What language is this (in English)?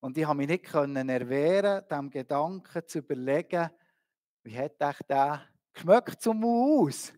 Swiss German